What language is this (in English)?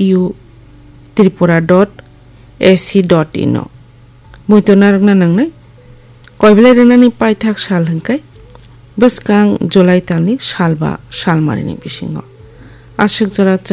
Kok Borok